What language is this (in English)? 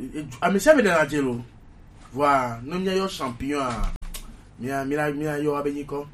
Gen